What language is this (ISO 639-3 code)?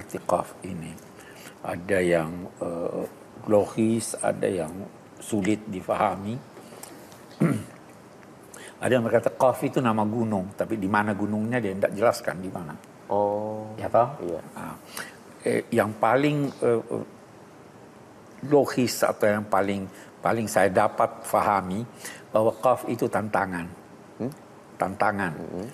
ind